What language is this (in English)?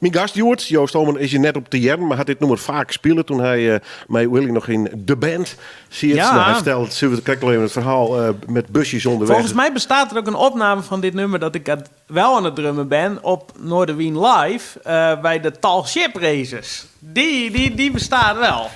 Western Frisian